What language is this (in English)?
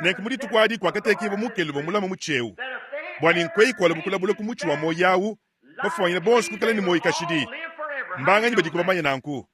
Luba-Lulua